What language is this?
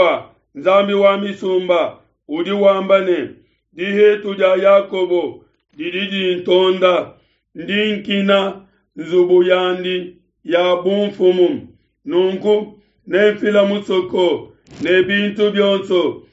Luba-Lulua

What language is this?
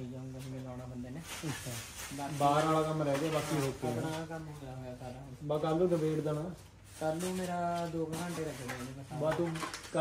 Punjabi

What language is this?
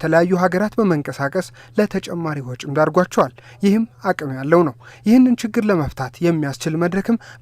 Amharic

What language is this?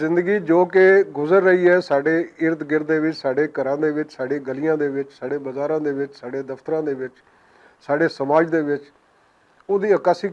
Western Panjabi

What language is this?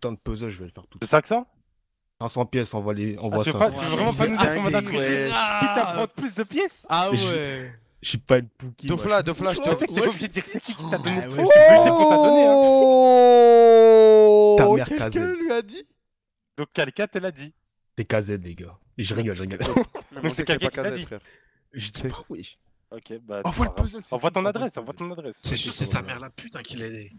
French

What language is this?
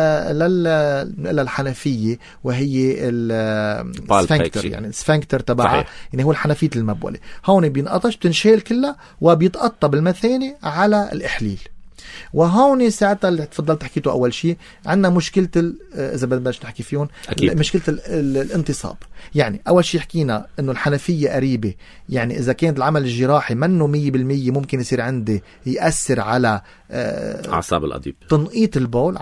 North Levantine Arabic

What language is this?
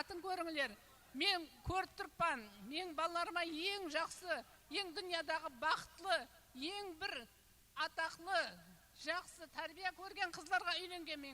Kara-Kalpak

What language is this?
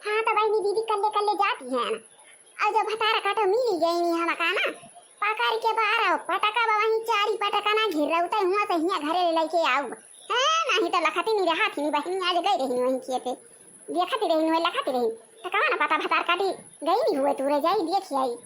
Awadhi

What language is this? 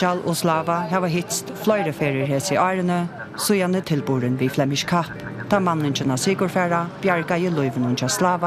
Faroese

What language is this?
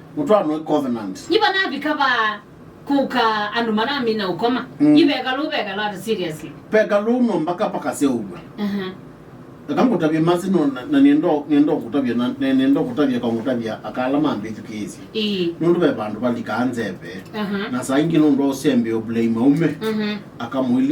Kamba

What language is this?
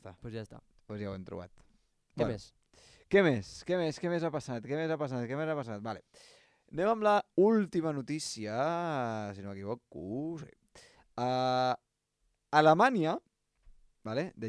Catalan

